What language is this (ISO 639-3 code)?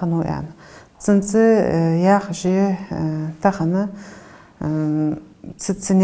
inh